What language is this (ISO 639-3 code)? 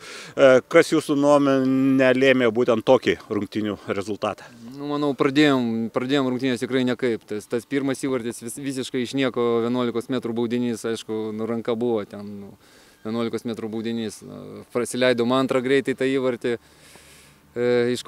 lit